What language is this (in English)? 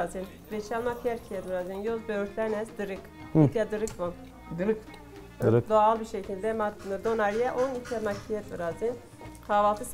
Zaza